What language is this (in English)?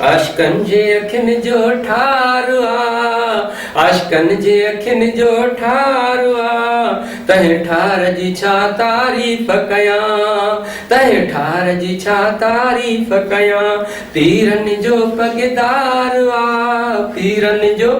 Sindhi